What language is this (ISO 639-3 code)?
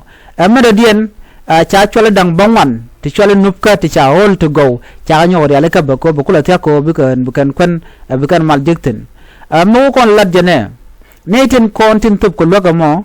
nus